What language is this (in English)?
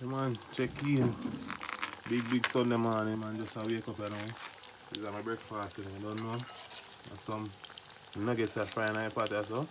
Jamaican Creole English